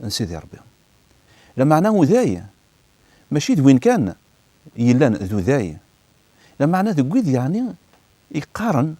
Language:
Kabyle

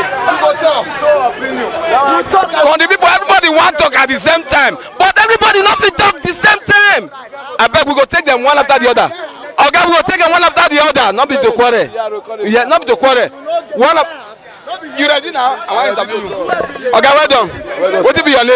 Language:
Nigerian Pidgin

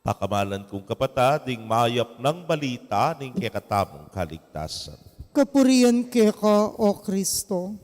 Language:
Pampanga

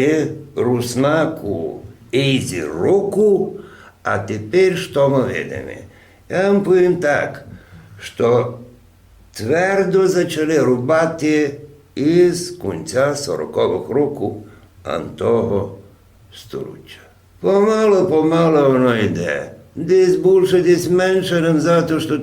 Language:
Rusyn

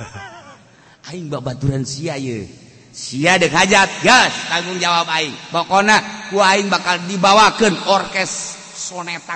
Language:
Sundanese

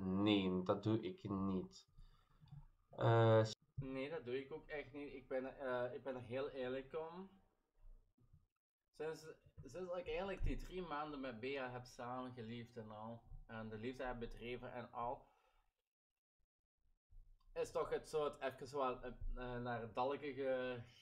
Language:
Dutch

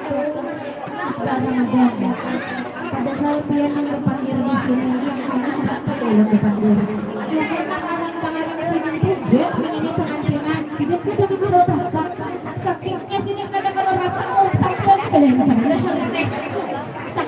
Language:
Banjar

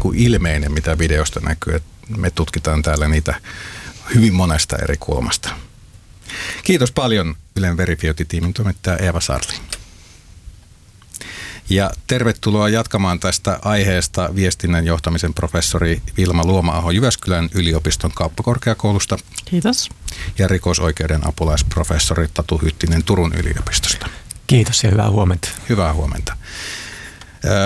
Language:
Finnish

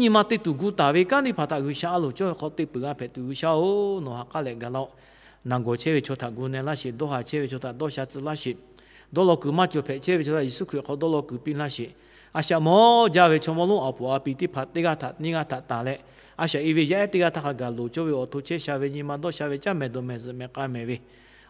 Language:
Lahu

